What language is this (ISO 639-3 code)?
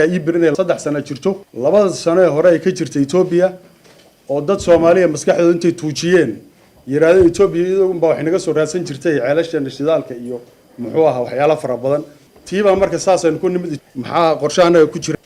som